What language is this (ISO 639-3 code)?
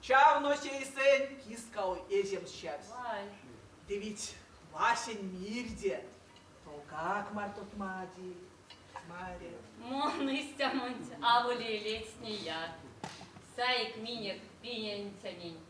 myv